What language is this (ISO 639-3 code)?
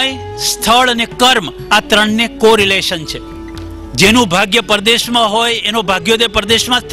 guj